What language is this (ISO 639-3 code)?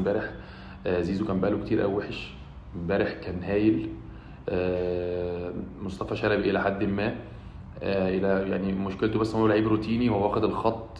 arz